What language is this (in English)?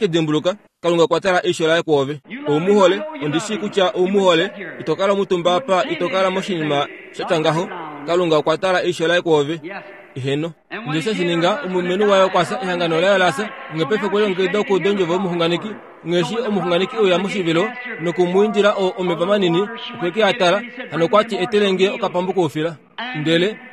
Kuanyama